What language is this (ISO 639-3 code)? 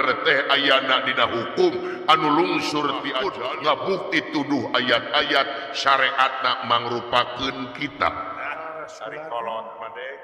sun